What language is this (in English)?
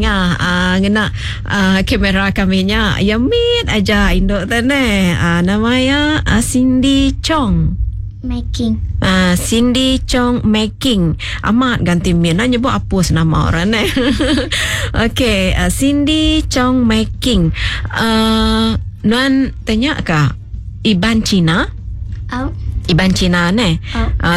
Iban